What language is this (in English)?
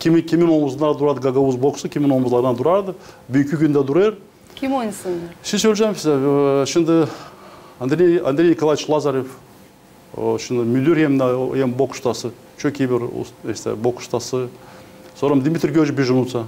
Gagauz